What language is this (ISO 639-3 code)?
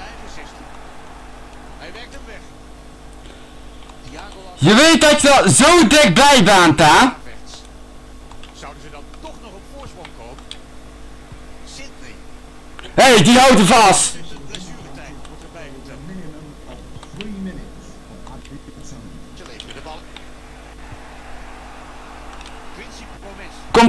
nld